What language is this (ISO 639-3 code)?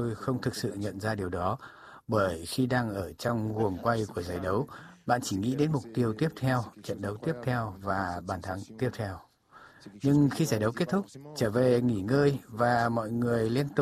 vie